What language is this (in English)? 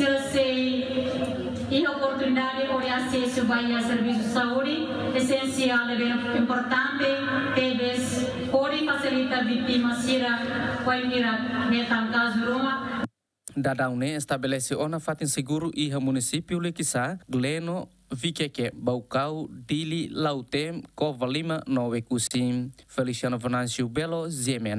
Tetum